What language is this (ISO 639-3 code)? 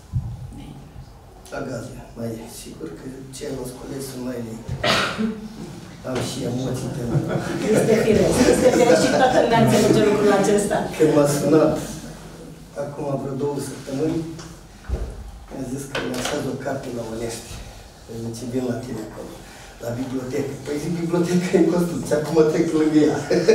ron